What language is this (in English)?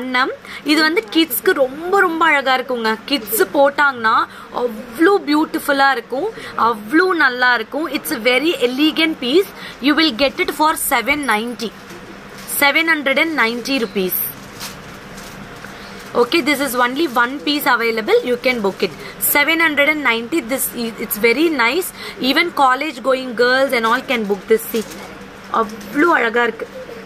Tamil